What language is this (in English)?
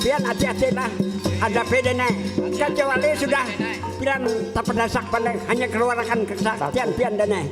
Banjar